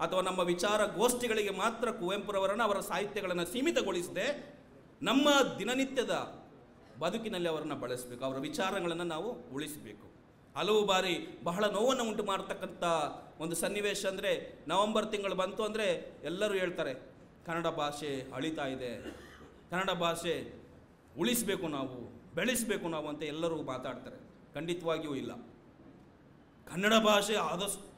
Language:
Kannada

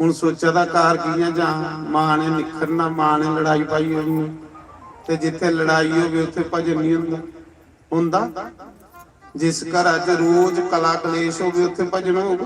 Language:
Dogri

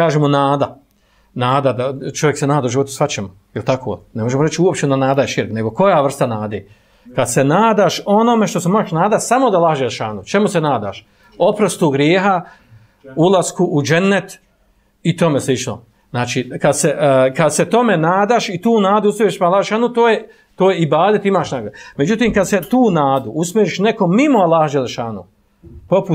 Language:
Bosnian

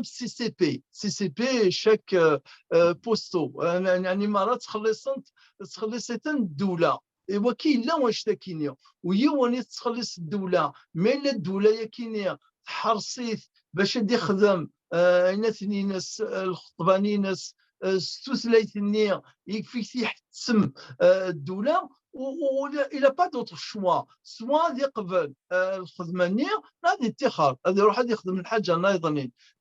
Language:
Kabyle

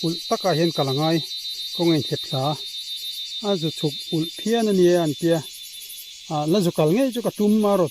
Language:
Mizo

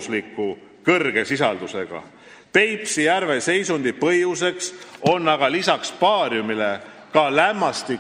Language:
Estonian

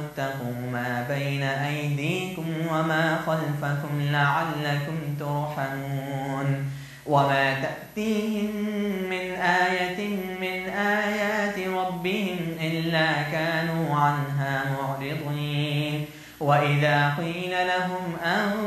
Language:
Arabic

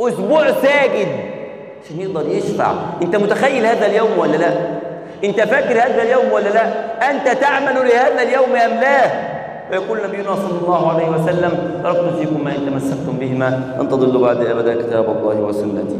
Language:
Egyptian Arabic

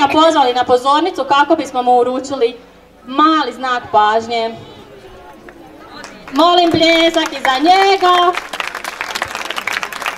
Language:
Croatian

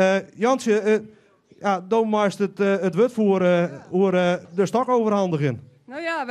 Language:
Western Frisian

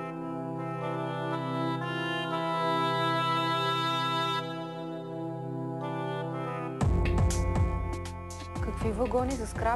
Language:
Bulgarian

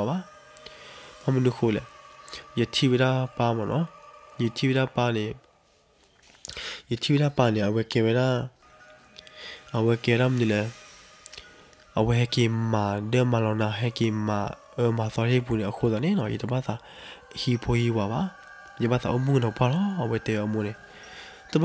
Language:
S'gaw Karen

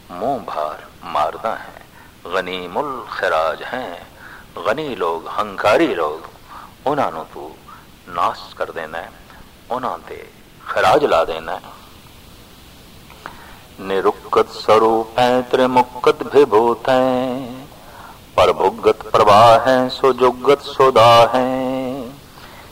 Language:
Punjabi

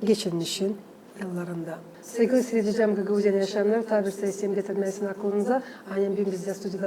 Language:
Gagauz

